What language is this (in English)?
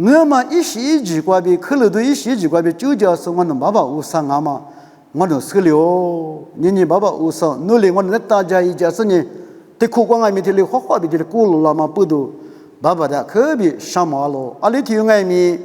Lisu